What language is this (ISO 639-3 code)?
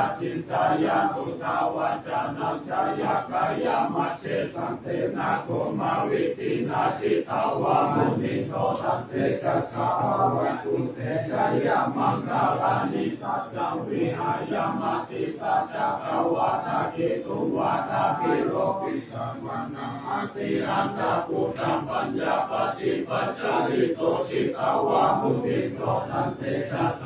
pli